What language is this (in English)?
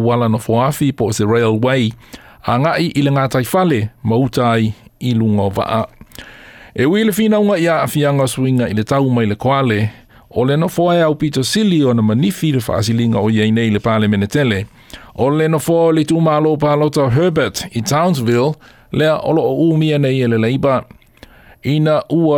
Samoan